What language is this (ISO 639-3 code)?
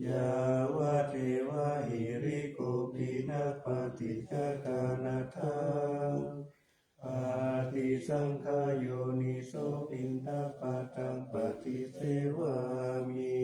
pli